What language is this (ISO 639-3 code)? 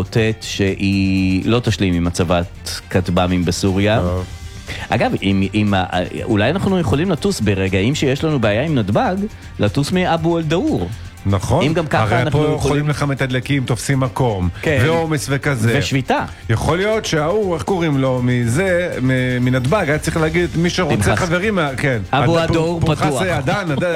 heb